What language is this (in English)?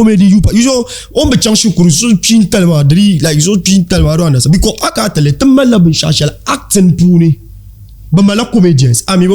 Dagbani